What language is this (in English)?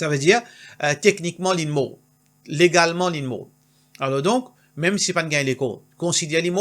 Morisyen